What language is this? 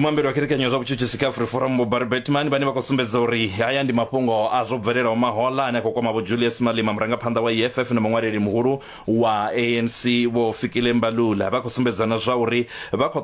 Venda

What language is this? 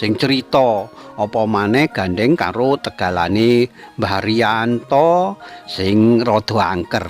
Javanese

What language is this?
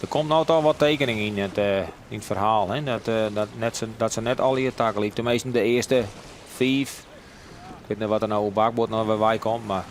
Western Frisian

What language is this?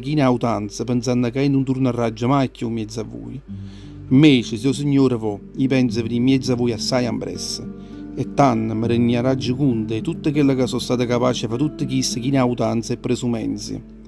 Neapolitan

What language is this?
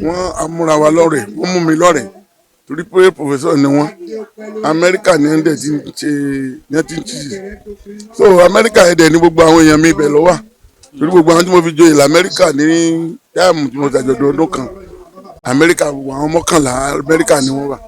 Yoruba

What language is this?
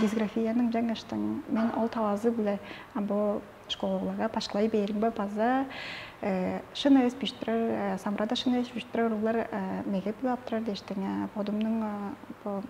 Tuvinian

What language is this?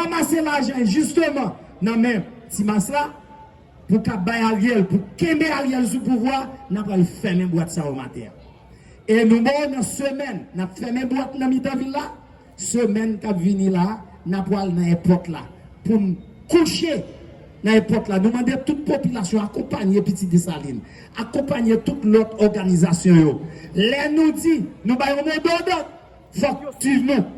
Haitian Creole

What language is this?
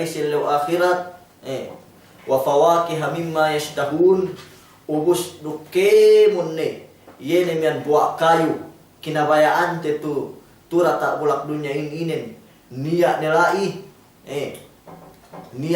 Yakan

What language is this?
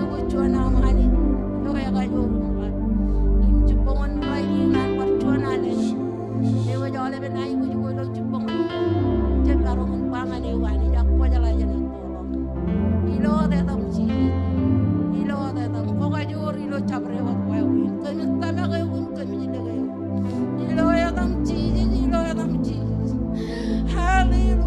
Marshallese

